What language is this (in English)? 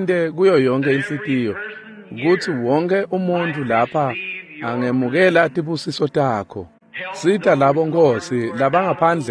Swati